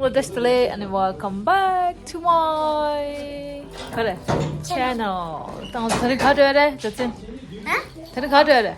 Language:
Tibetan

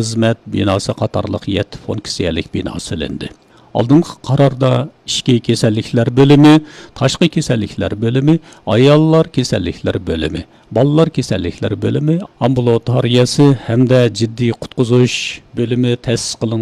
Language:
Uyghur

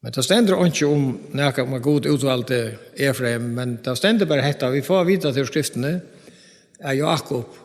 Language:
Faroese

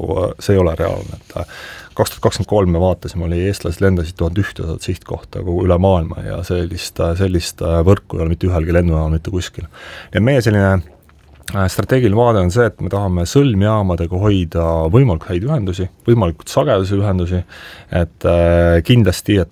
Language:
Estonian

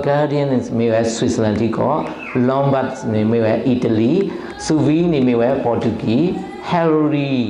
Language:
S'gaw Karen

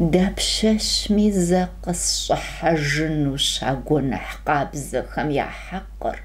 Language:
Kabardian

